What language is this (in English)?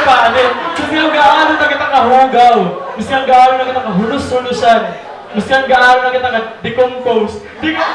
Waray